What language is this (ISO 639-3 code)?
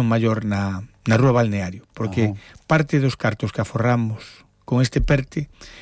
glg